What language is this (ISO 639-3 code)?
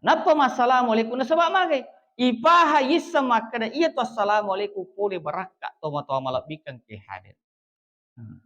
bug